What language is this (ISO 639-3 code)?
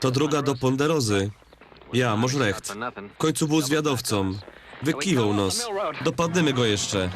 szl